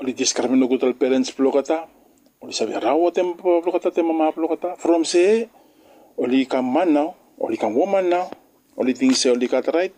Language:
Bislama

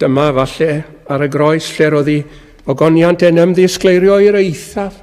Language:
Welsh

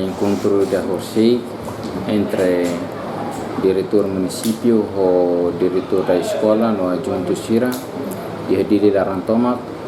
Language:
Tetum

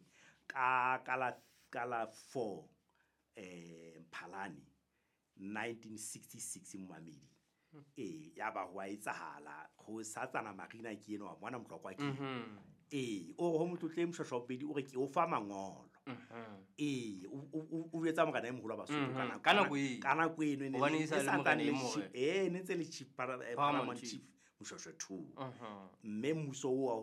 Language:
Southern Sotho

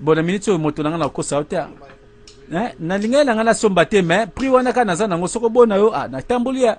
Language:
Lingala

